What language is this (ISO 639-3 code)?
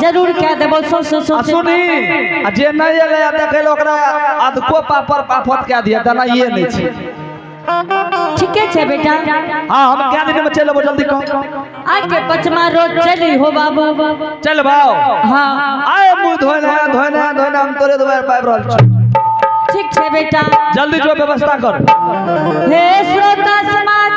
anp